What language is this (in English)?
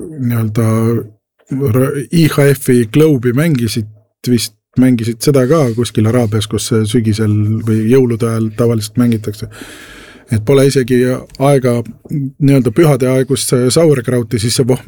Estonian